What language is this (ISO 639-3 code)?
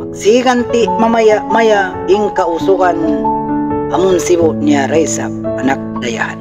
tsg